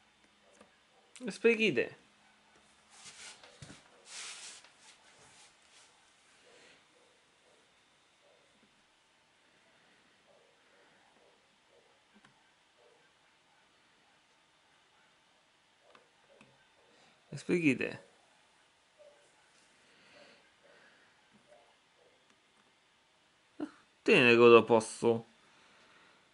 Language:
Hungarian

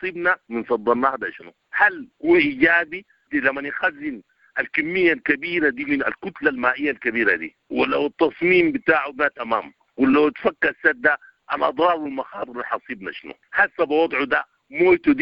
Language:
Sudanese Arabic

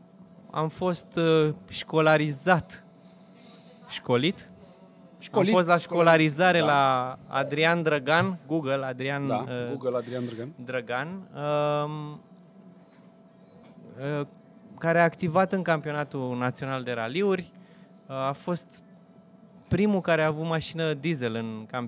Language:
Romanian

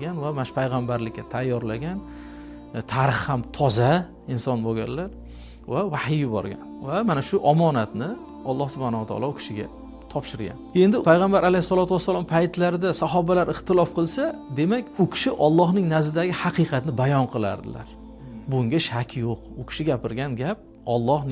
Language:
Uzbek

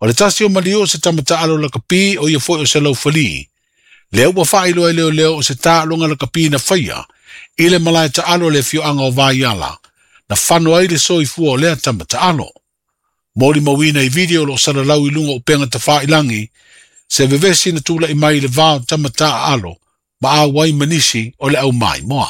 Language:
Samoan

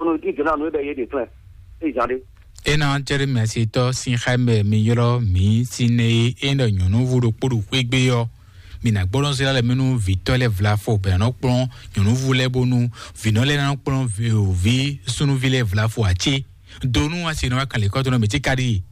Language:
Fon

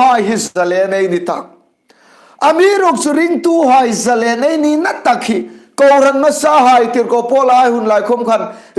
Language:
Hmar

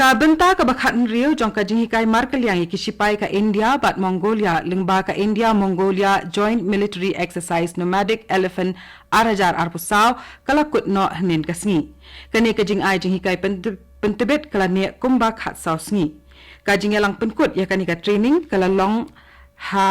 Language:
Khasi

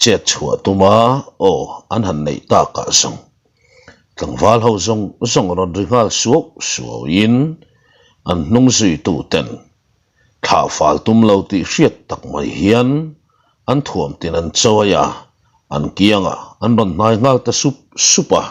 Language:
Mizo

